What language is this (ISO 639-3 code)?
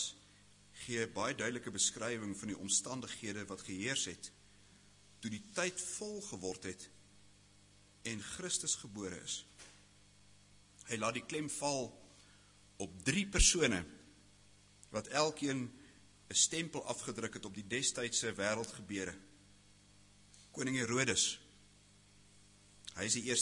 afr